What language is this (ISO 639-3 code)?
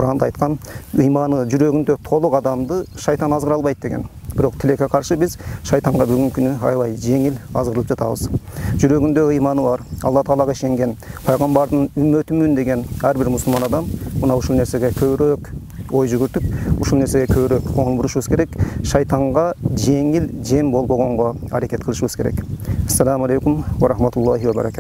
kir